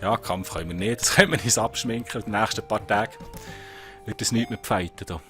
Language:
Swiss German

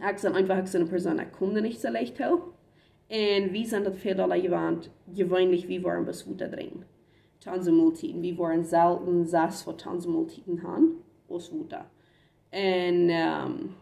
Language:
Plautdietsch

